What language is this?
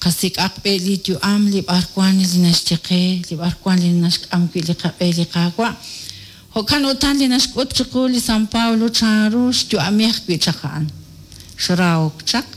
Kekchí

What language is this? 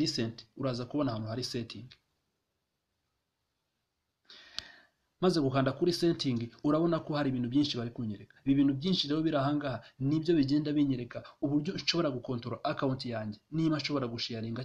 Kinyarwanda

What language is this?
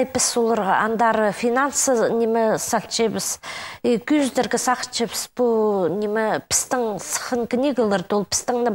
Khakas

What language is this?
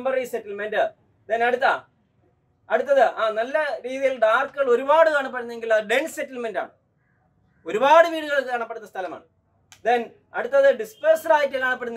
Malayalam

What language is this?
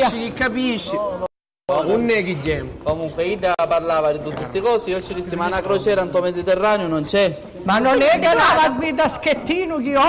Sicilian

